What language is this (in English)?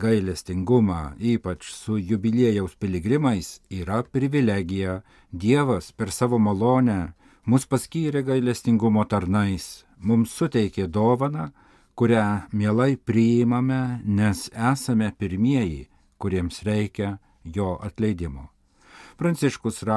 Lithuanian